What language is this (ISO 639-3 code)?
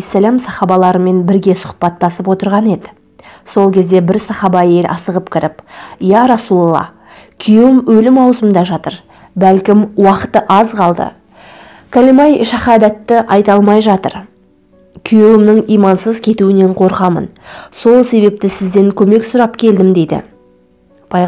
kaz